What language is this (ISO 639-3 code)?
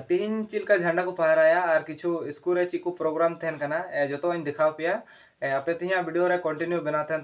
sat